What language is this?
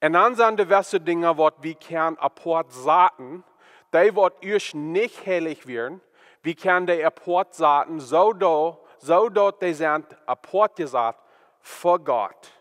Plautdietsch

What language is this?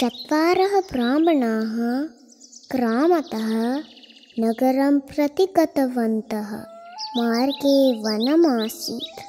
Sanskrit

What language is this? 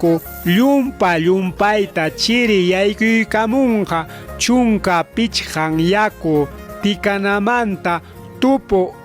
Ayacucho Quechua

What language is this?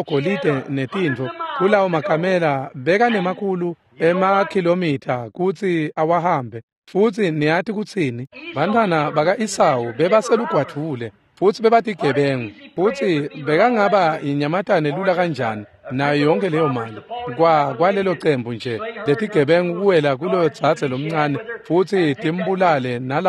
Swati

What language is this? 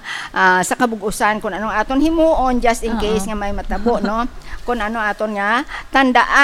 Hiligaynon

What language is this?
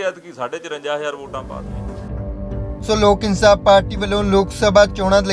Punjabi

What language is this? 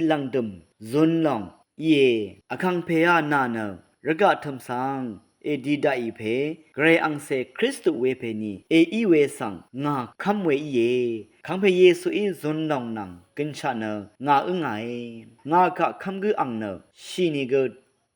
Rawang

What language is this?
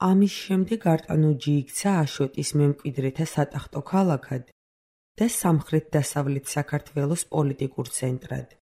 Georgian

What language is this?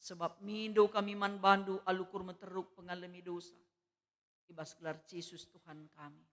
Batak Karo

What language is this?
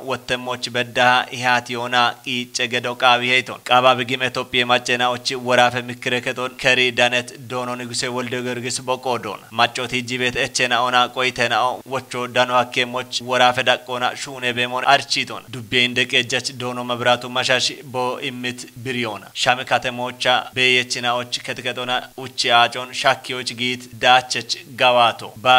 Kafa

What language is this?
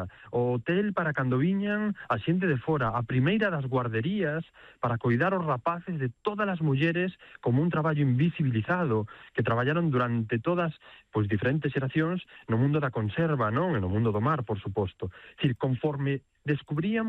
Galician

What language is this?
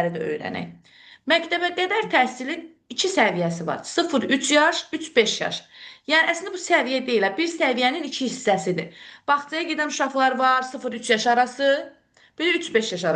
Azerbaijani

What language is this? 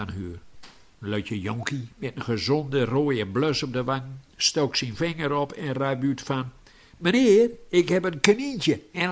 Gronings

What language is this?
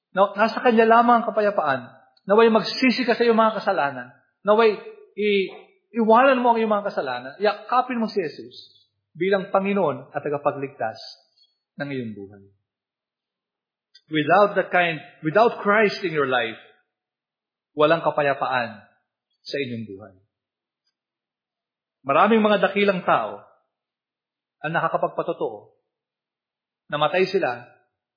Filipino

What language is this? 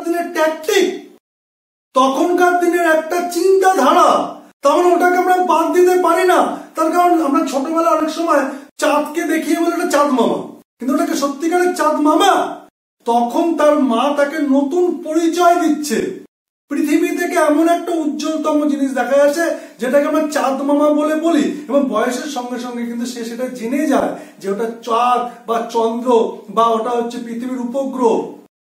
Bangla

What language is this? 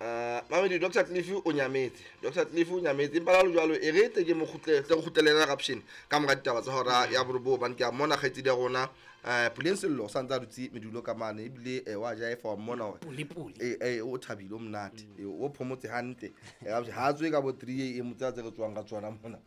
Southern Sotho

